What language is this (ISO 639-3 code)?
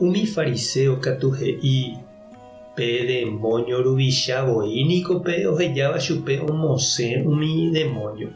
grn